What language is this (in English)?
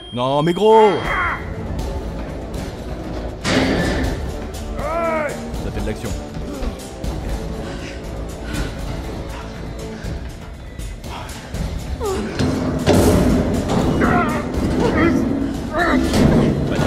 French